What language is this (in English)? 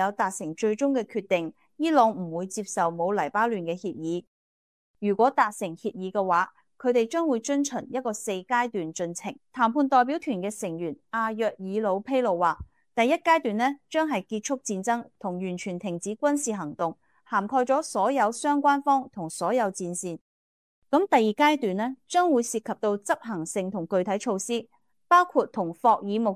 Cantonese